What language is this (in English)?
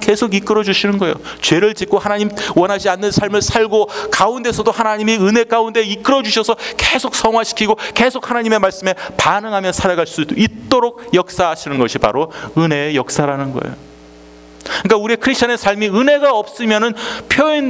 Korean